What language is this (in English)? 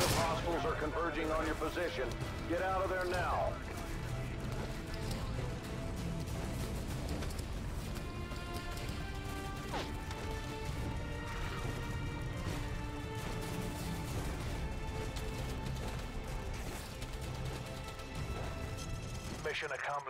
English